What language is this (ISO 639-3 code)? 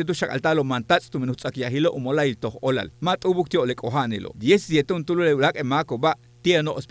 yua